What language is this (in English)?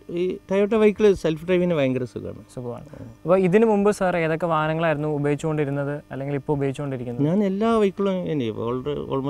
Malayalam